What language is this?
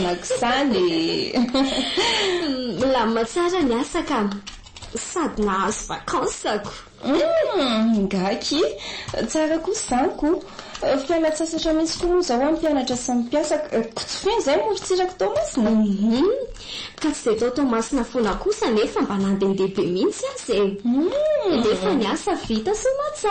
Malagasy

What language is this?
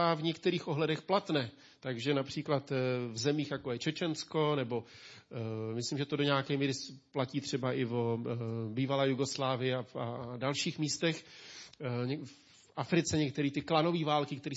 Czech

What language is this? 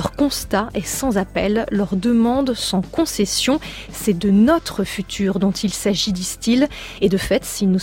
French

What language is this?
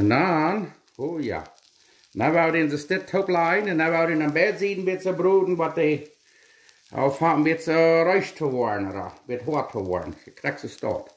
Plautdietsch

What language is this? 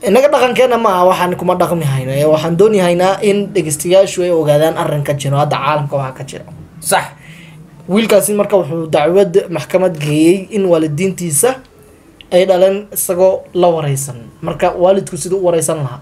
Somali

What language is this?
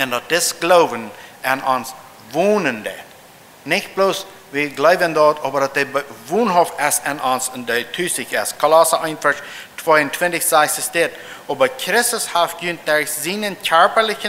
Plautdietsch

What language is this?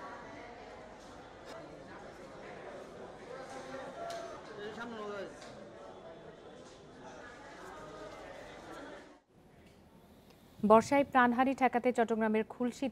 Bangla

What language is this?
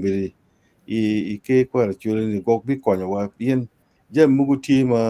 Acoli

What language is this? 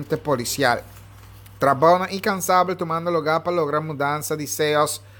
Papiamento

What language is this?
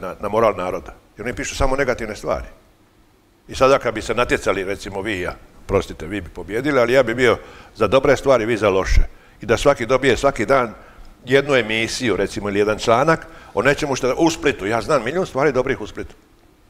Croatian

